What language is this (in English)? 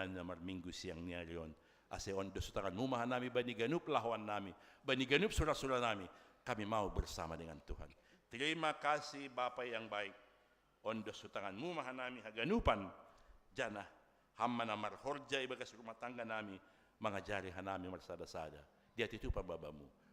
Batak Simalungun